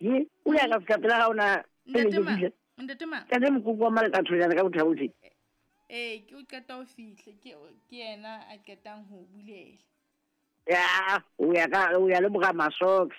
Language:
Southern Sotho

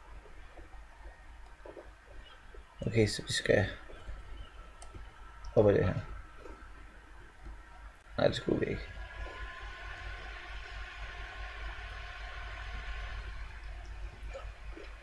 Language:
Danish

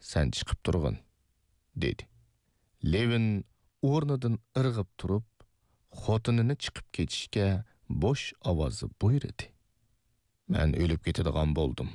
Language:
Uyghur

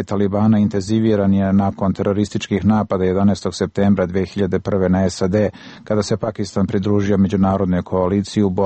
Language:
Serbian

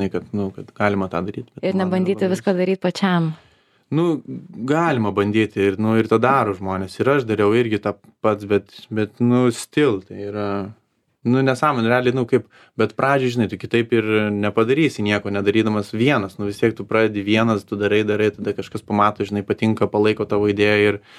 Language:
Lithuanian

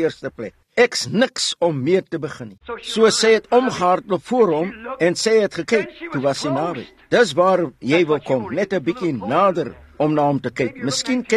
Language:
Afrikaans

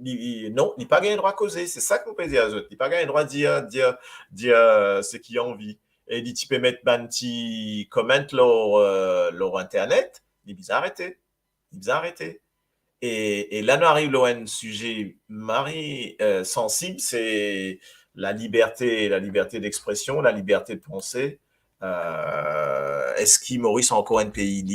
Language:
Morisyen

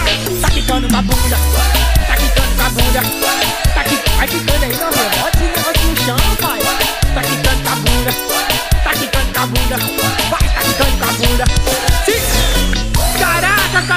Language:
Portuguese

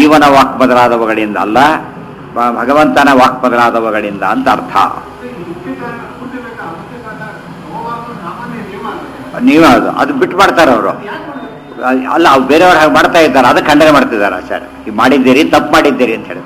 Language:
Kannada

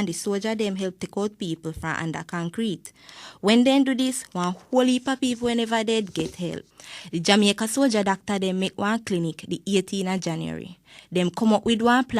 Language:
Jamaican Creole English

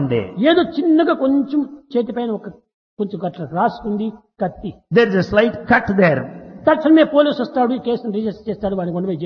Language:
Telugu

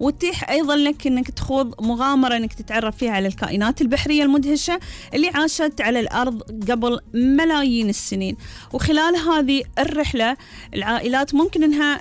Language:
Gulf Arabic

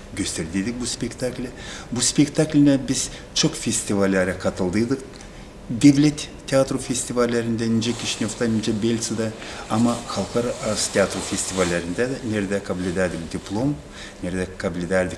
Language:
Gagauz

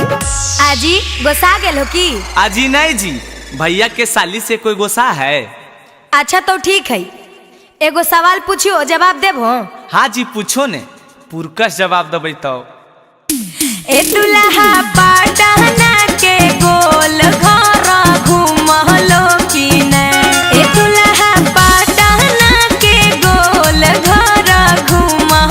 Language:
Magahi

